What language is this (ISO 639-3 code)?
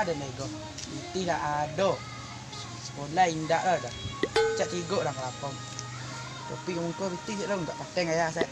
min